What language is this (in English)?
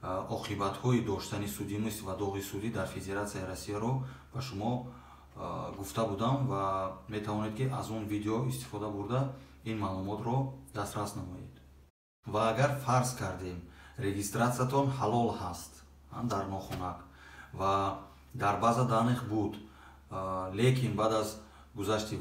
Tajik